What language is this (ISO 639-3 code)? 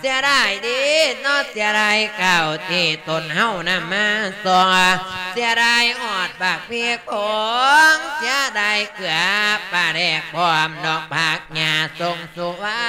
lao